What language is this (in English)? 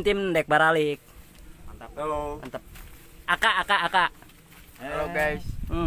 Sundanese